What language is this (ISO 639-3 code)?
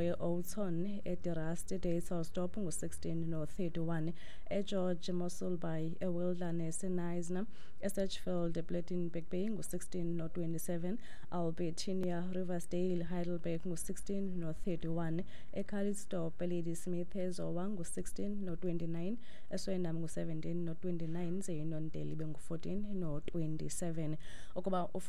xho